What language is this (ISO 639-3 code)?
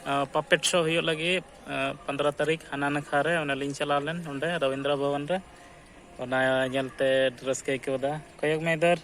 sat